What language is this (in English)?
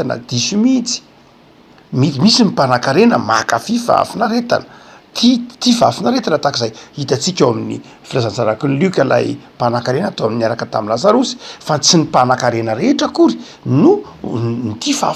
Malagasy